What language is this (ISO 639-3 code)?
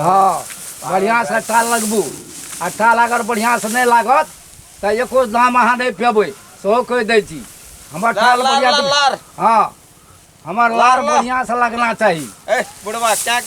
mai